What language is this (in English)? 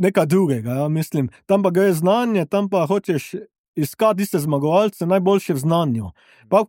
Slovenian